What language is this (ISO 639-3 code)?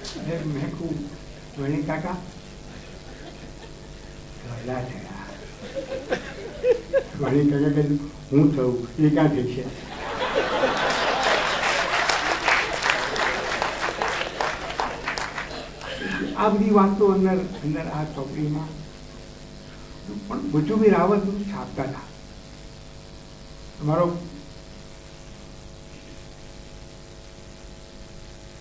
guj